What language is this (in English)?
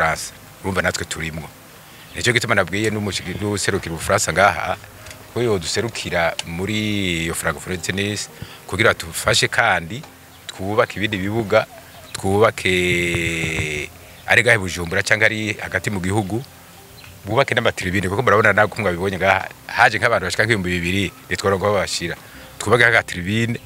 Rundi